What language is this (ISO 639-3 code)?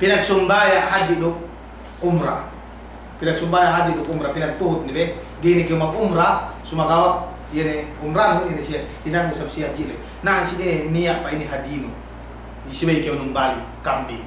yka